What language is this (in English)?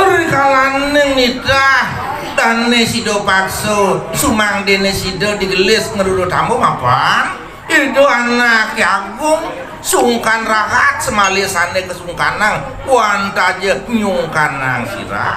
Balinese